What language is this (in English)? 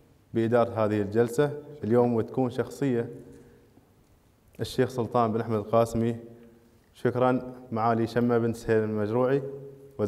Arabic